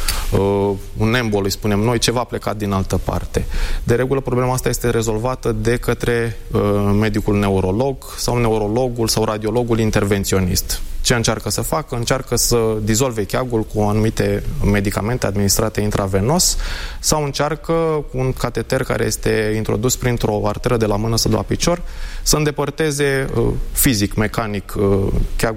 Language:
Romanian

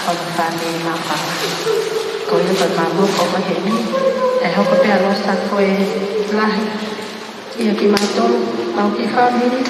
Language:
Tongan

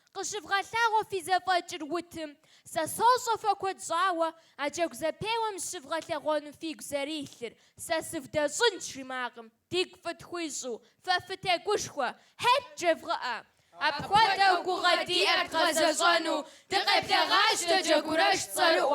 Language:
Kabardian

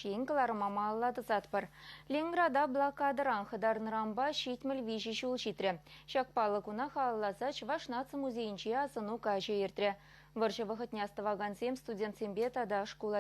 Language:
Chuvash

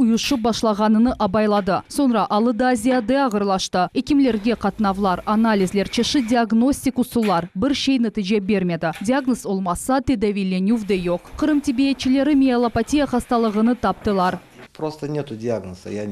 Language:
Crimean Tatar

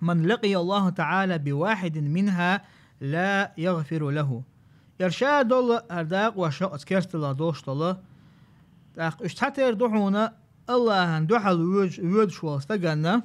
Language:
Chechen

